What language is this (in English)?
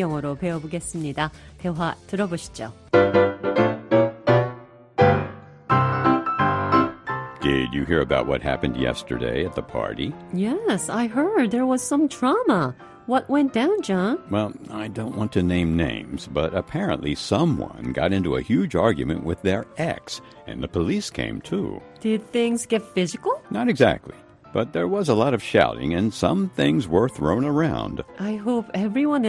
Korean